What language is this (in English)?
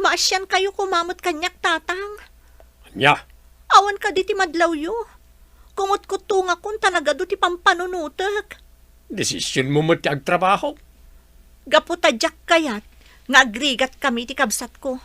Iloko